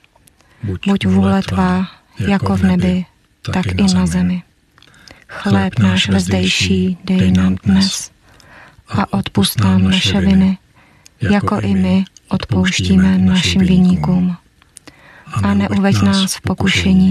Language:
Czech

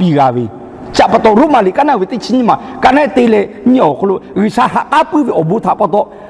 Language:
Lahu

